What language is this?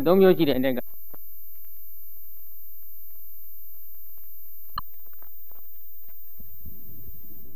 Burmese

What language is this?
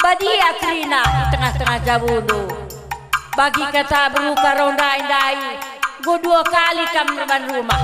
Batak Karo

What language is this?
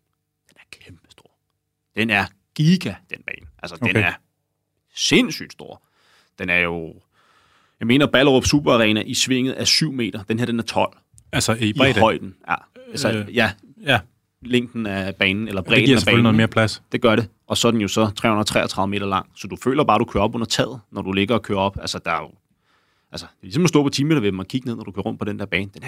Danish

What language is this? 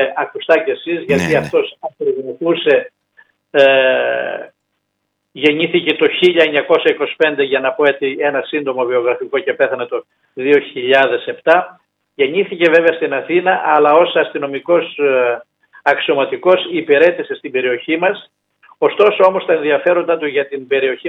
Greek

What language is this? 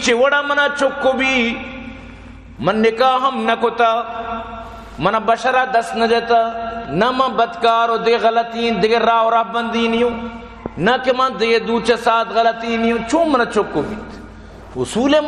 Eastern Balochi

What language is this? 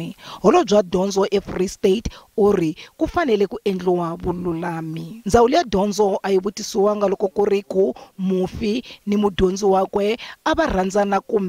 Tsonga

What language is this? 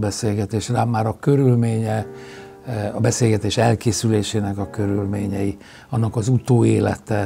Hungarian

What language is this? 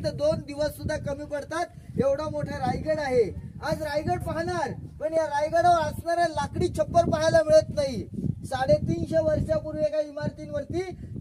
Marathi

